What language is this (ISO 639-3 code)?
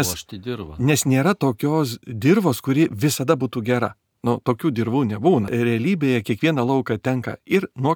lit